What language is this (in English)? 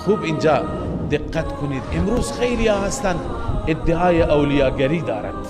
Tajik